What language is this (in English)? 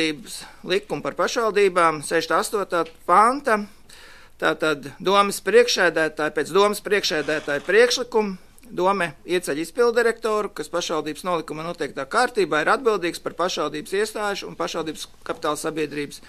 Latvian